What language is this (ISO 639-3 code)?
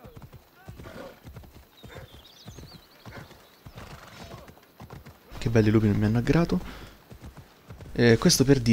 ita